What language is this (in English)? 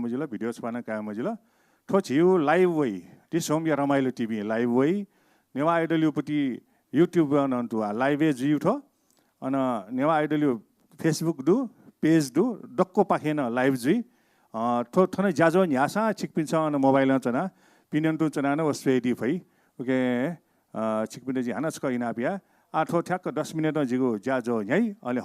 Newari